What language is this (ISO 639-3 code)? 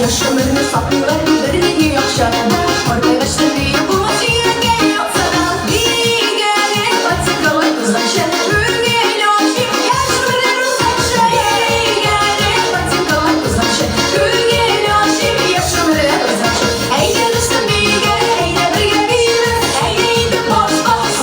tat